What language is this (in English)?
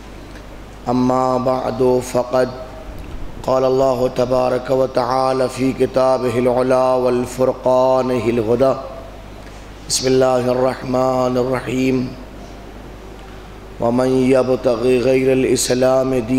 Urdu